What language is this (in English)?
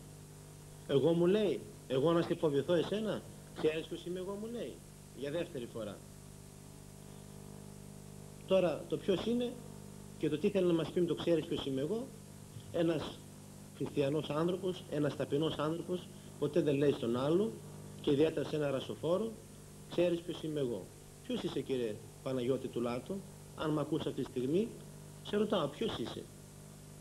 Greek